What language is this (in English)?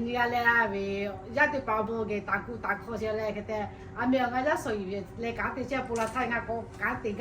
Lahu